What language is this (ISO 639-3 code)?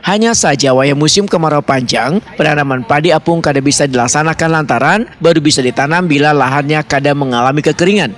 bjn